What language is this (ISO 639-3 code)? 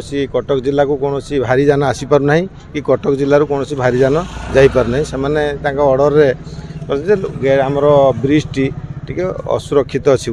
ori